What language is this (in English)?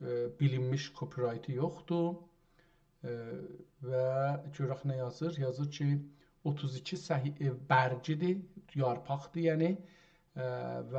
South Azerbaijani